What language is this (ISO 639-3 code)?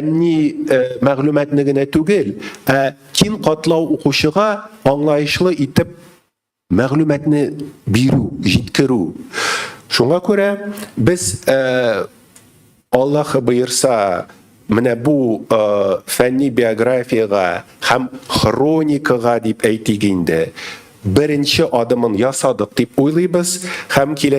tat